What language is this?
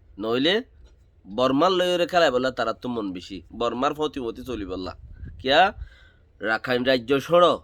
Rohingya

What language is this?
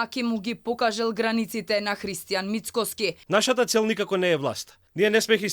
Macedonian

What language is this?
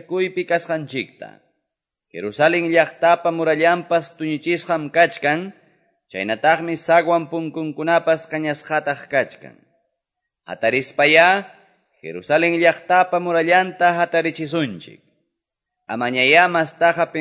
Quechua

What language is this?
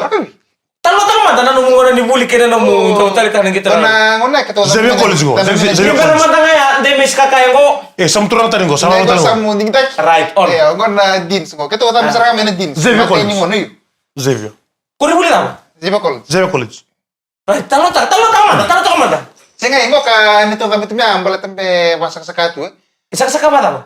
Fijian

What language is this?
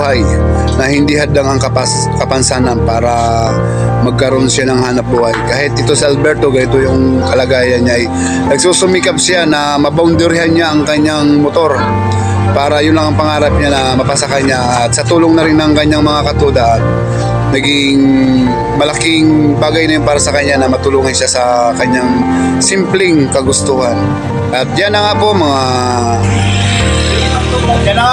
Filipino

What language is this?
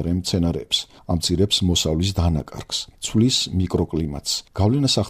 Georgian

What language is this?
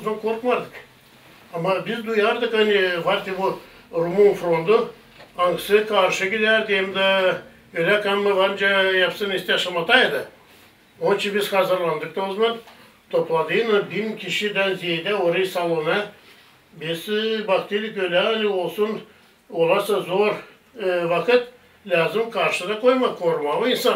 Gagauz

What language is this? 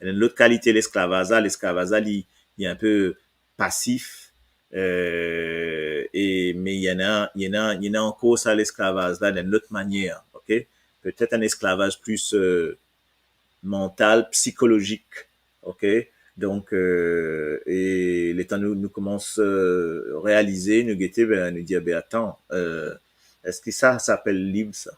Morisyen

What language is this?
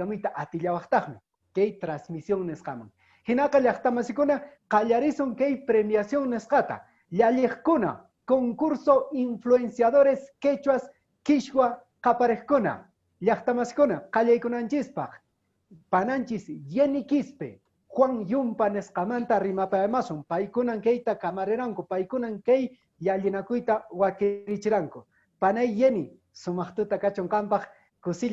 Quechua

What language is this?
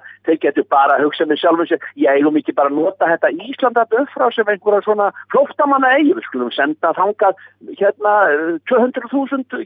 Icelandic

